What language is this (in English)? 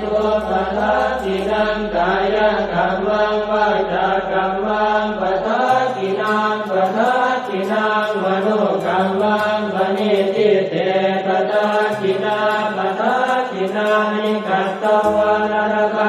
Pali